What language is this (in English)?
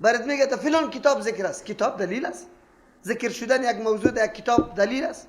Persian